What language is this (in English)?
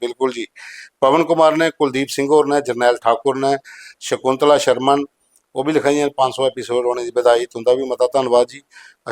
Dogri